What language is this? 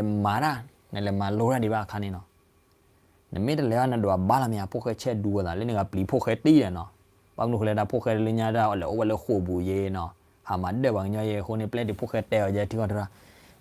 S'gaw Karen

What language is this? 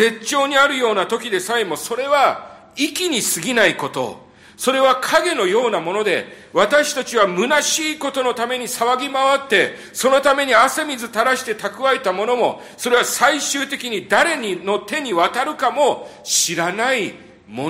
Japanese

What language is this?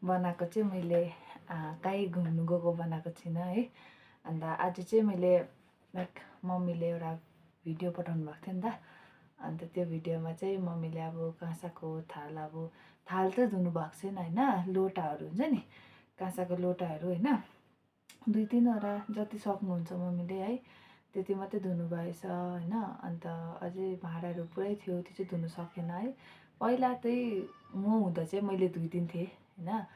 Nepali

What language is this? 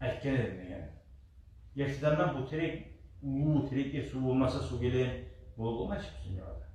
Kumyk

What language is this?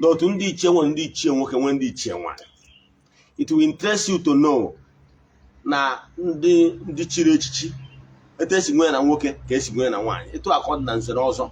Igbo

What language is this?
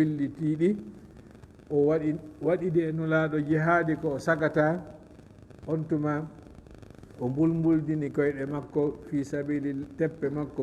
Fula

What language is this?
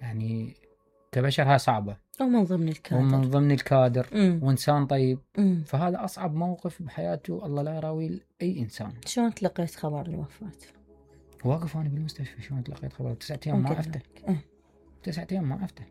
Mesopotamian Arabic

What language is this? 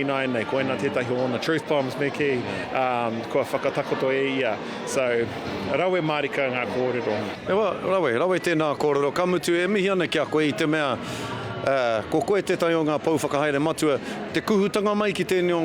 Māori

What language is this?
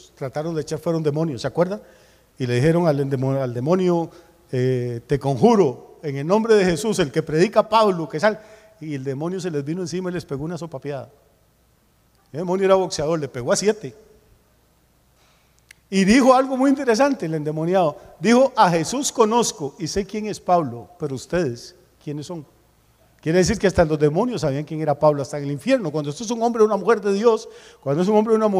Spanish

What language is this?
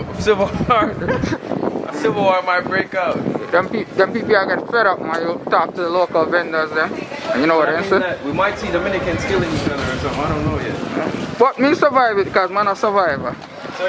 Jamaican Creole English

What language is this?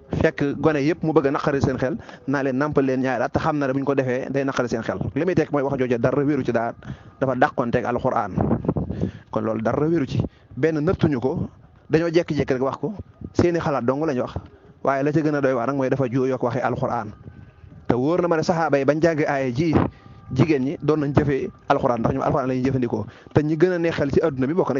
Wolof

